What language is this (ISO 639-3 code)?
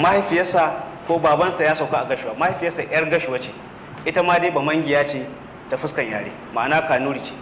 hau